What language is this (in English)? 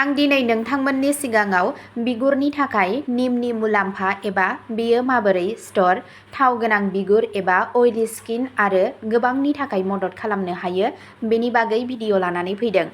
Bodo